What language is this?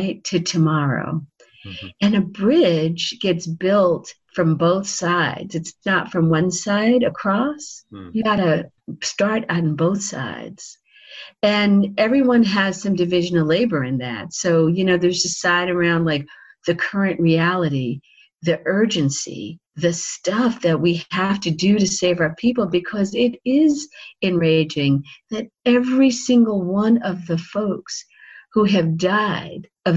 English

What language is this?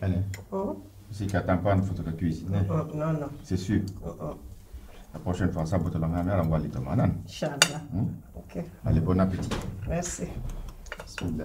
Pular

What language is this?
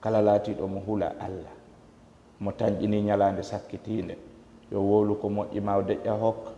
Fula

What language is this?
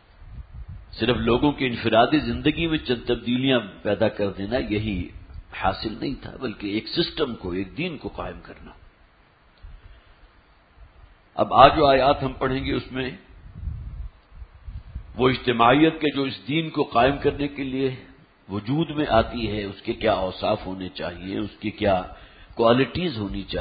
Urdu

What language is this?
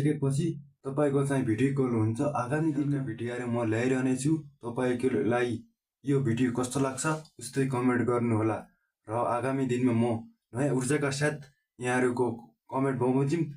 Nepali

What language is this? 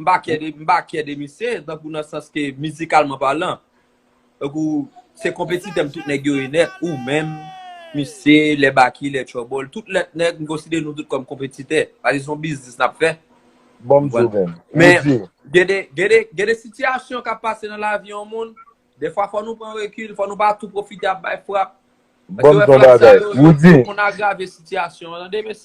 Haitian Creole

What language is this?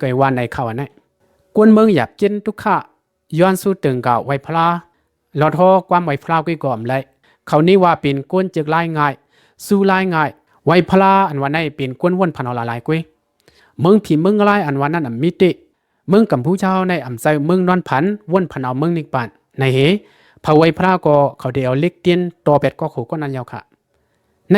Lao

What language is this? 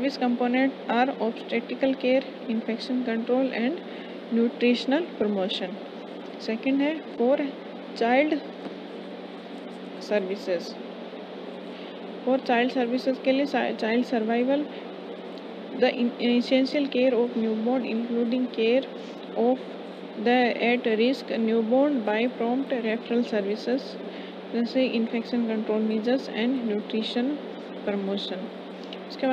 Hindi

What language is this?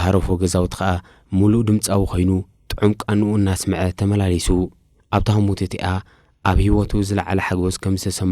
Tigrinya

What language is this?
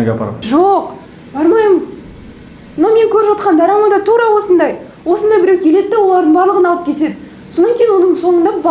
Kazakh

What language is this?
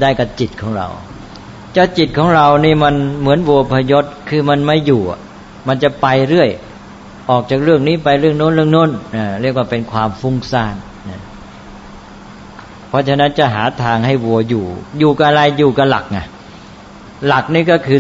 Thai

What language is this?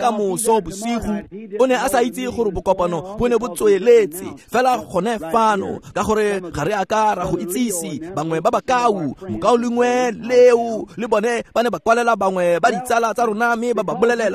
Tswana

